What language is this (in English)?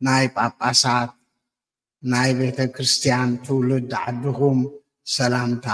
Tigrinya